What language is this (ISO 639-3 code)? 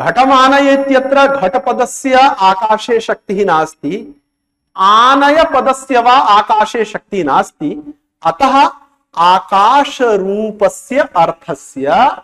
san